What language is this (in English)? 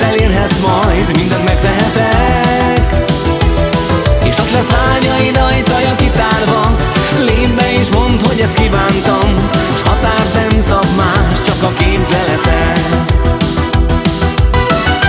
Hungarian